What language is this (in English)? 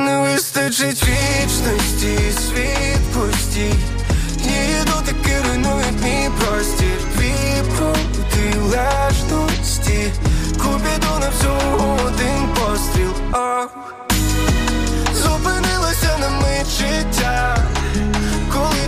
Ukrainian